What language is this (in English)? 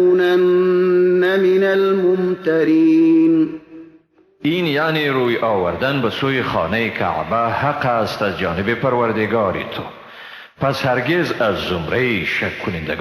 Persian